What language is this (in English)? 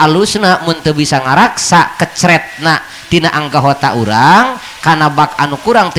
Sundanese